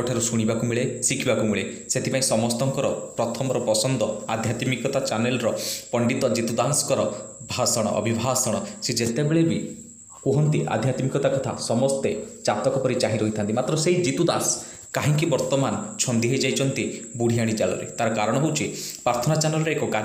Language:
Odia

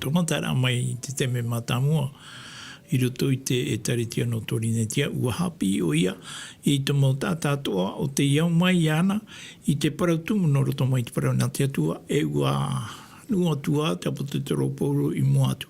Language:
Tahitian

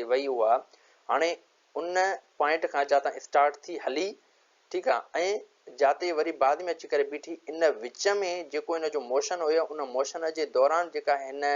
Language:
Sindhi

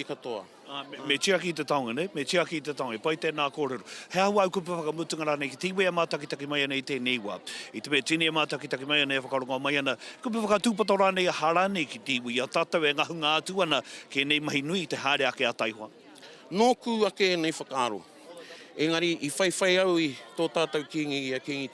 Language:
Māori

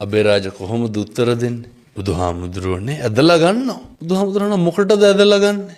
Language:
Sinhala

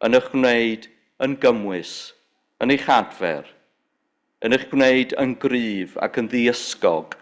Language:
Welsh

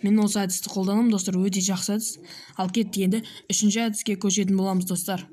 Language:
Kazakh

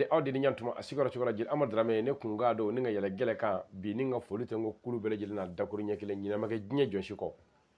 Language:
Bambara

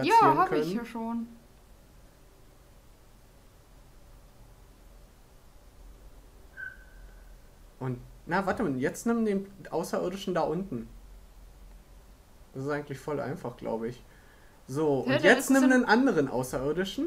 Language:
German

